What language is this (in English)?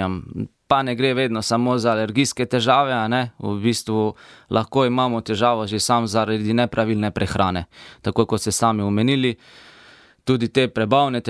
Slovenian